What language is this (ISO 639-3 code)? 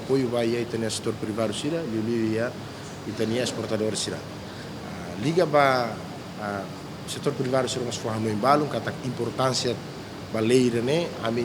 tet